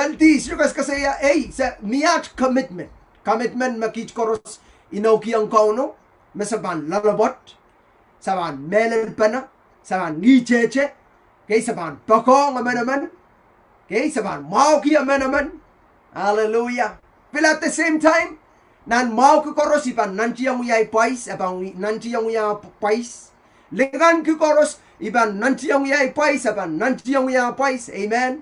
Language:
Pohnpeian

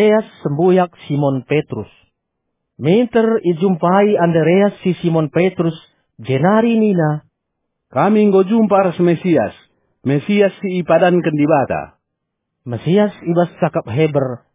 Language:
Batak Karo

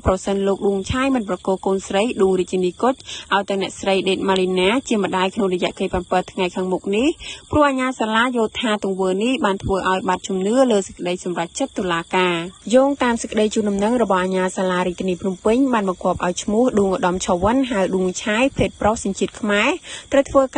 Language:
Khmer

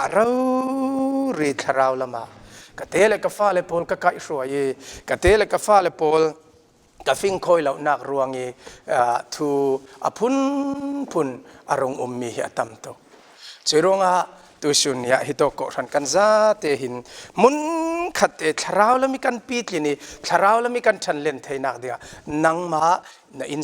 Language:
Falam Chin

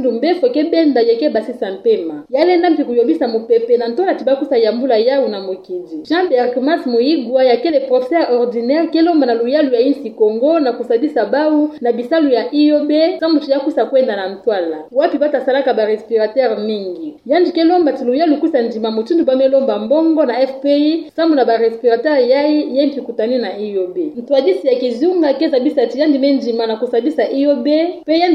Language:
Kituba (Democratic Republic of Congo)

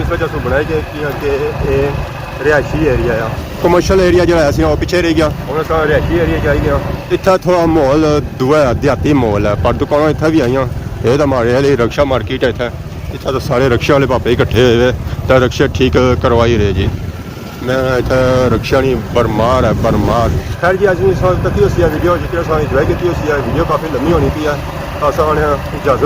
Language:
Pahari-Potwari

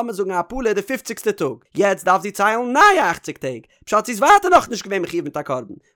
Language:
Yiddish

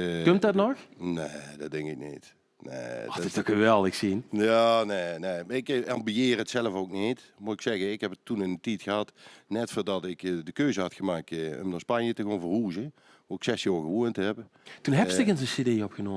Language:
Limburgish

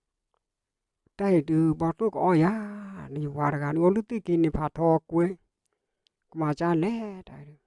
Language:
S'gaw Karen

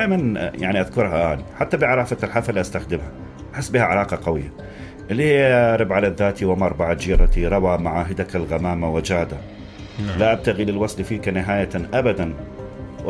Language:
Mesopotamian Arabic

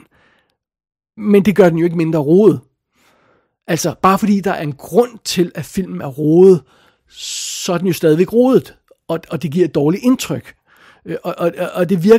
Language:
Danish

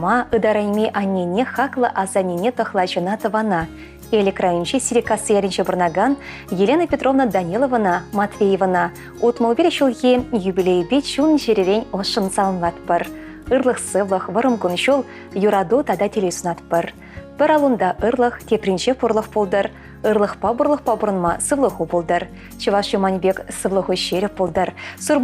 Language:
Chuvash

